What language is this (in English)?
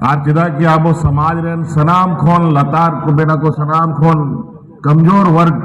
Santali